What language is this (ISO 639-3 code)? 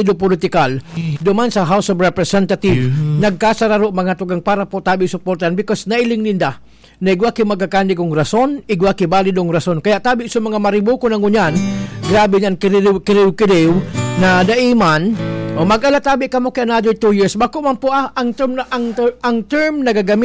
bik